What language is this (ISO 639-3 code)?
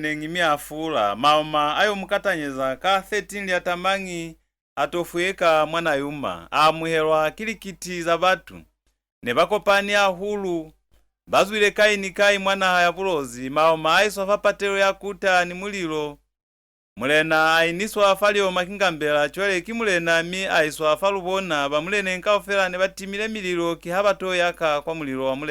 loz